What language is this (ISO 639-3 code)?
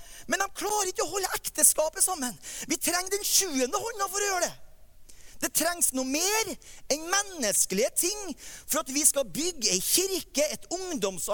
nor